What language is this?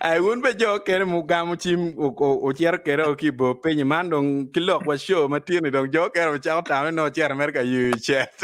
Acoli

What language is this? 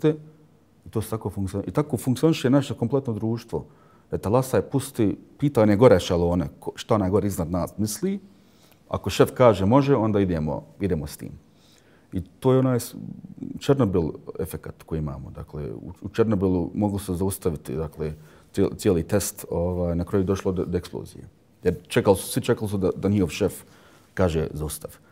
Bosnian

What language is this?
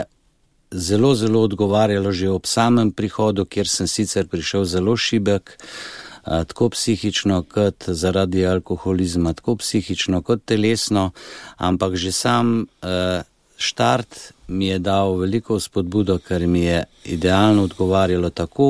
Slovenian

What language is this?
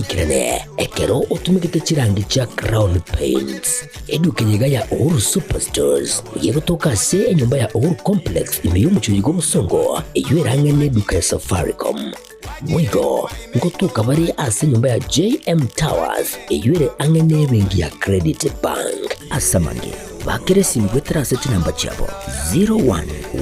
Gusii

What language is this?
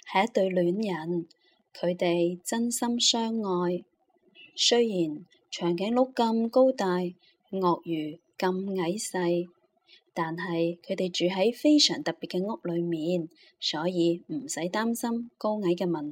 Cantonese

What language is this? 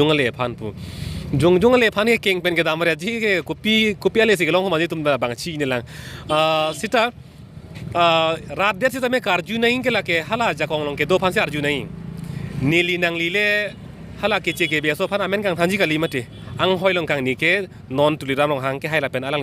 Karbi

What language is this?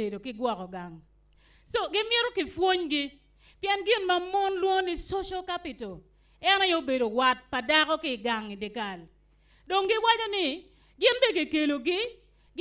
Acoli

